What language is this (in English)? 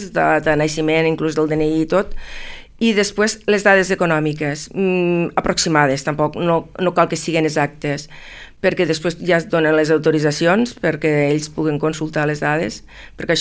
Catalan